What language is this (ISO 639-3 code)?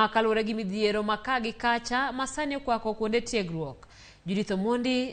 luo